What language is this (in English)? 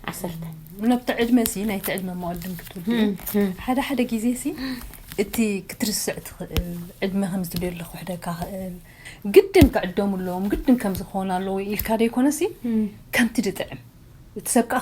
Tigrinya